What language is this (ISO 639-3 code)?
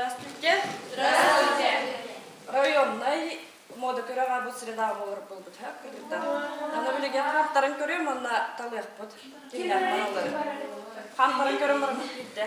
sah